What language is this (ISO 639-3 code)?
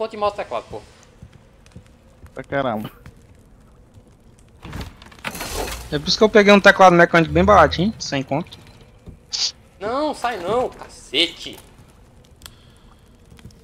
por